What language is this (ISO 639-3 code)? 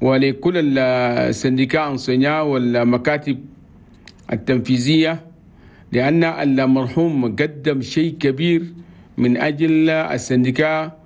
shu